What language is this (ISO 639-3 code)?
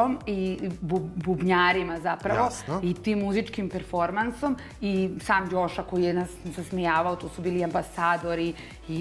srp